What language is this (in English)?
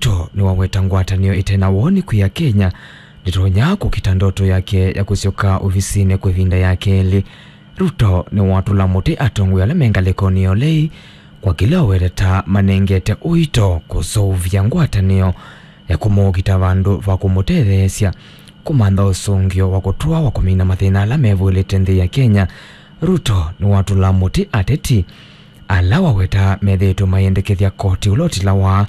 Kamba